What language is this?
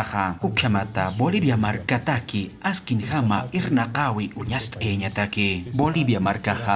Aymara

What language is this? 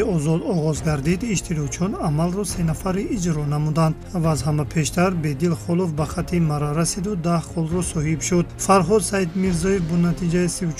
Tajik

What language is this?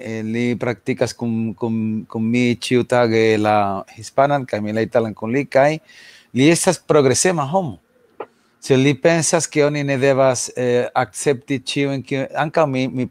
Esperanto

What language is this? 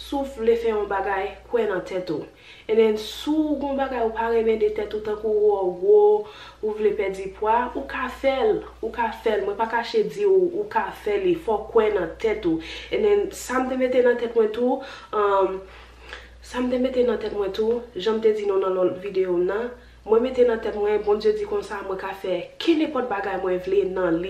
Haitian Creole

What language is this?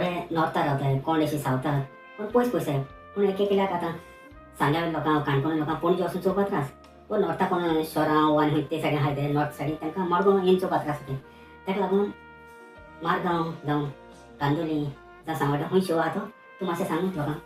Konkani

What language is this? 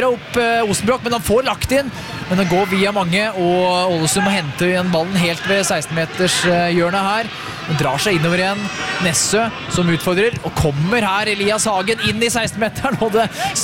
Norwegian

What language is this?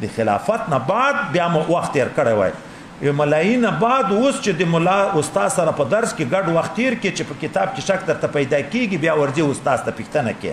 Pashto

